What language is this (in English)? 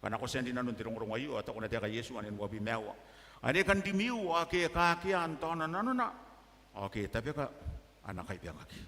Gilbertese